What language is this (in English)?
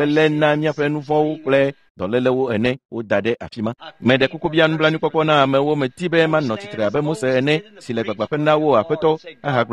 Ewe